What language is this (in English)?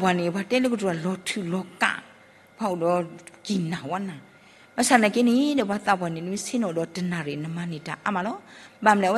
S'gaw Karen